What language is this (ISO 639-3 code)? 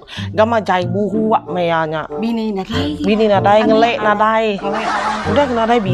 iba